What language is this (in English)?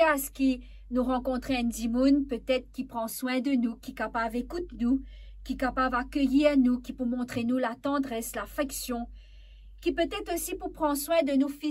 Morisyen